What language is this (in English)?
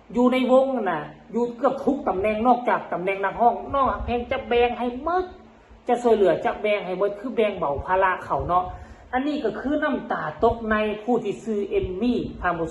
Northeastern Thai